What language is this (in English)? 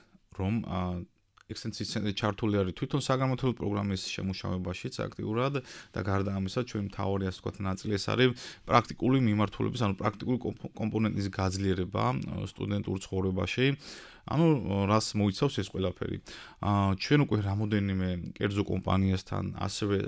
Georgian